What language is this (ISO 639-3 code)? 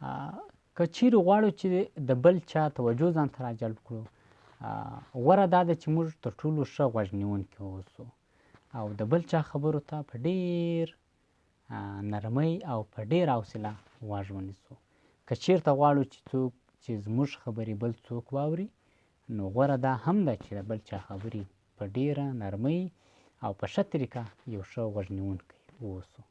pus